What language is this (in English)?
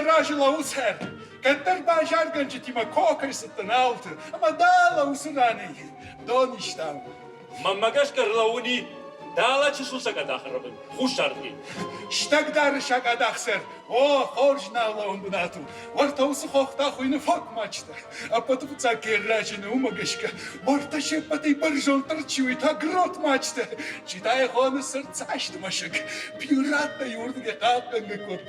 Ossetic